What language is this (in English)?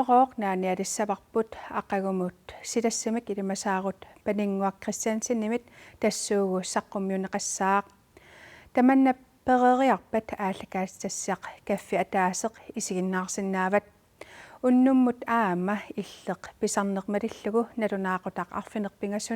Kalaallisut